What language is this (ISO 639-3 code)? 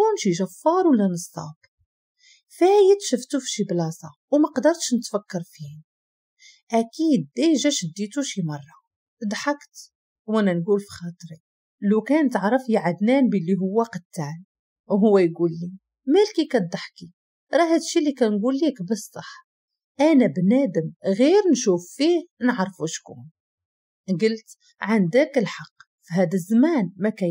ary